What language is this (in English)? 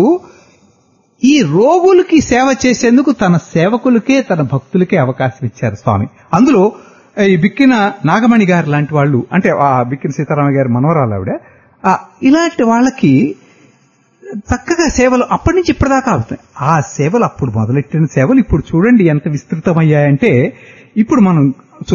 Telugu